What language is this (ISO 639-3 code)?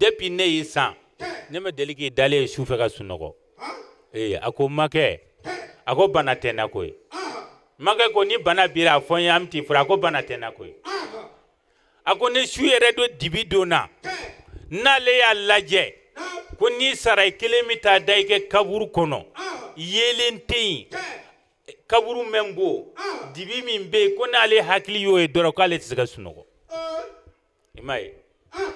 bam